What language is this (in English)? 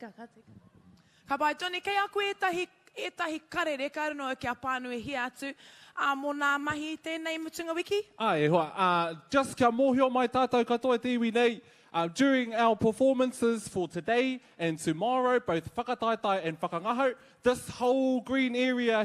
Māori